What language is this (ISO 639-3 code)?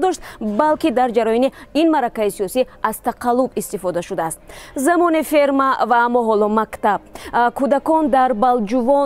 tgk